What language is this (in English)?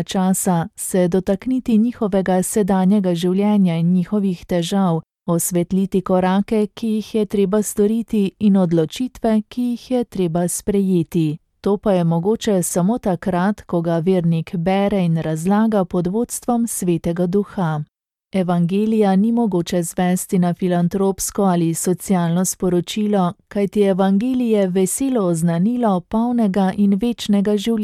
Slovenian